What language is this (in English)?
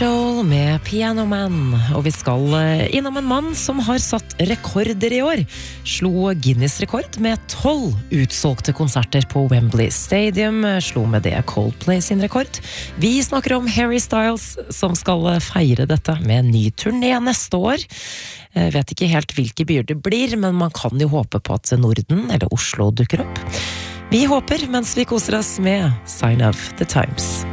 Norwegian